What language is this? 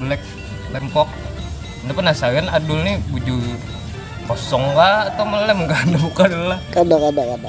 Banjar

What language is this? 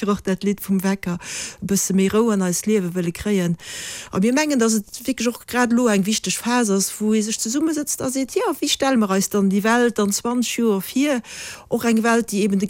Luxembourgish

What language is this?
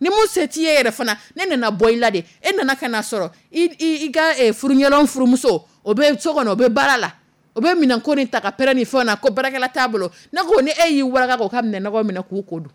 Dyula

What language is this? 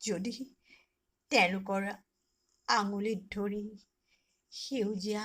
Assamese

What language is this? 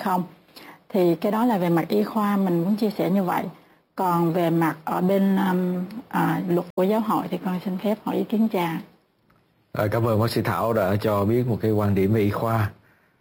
Vietnamese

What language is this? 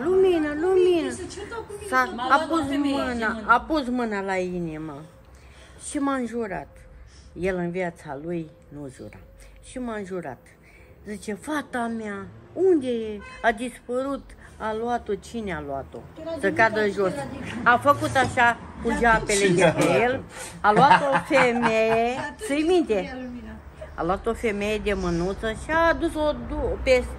Romanian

